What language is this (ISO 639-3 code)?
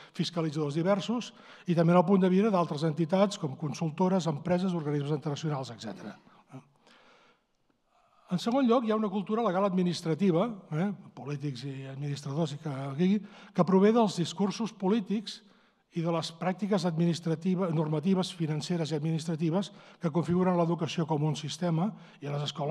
cat